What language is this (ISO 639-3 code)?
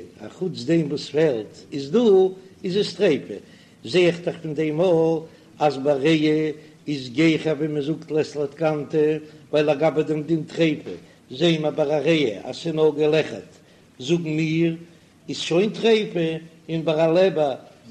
yid